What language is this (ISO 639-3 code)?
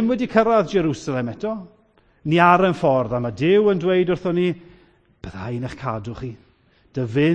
cym